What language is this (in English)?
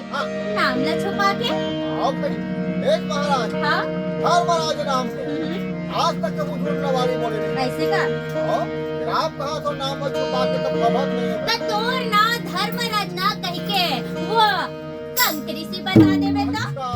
Chhattisgarhi